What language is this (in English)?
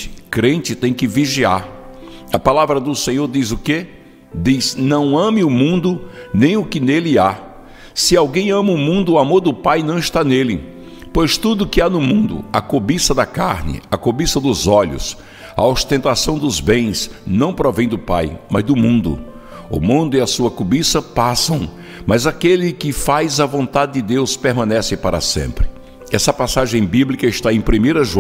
Portuguese